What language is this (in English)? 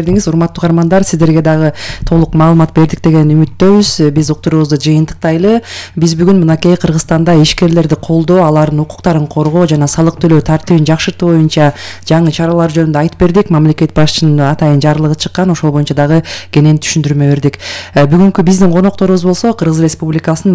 Kyrgyz